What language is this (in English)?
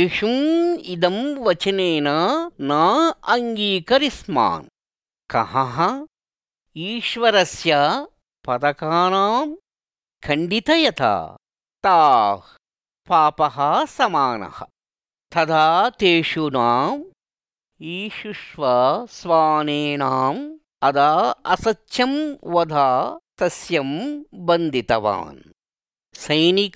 Sanskrit